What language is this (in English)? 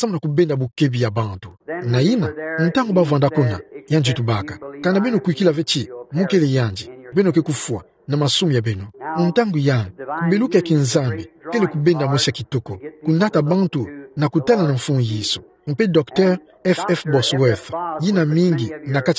Kituba (Democratic Republic of Congo)